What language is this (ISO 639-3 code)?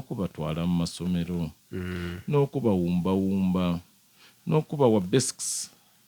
xog